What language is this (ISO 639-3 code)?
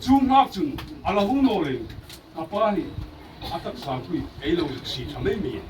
hmr